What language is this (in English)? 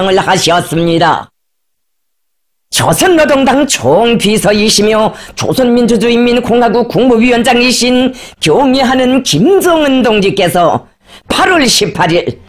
Korean